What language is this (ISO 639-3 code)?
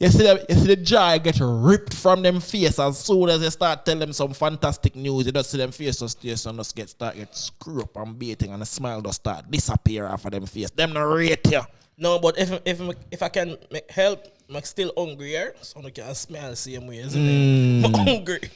jam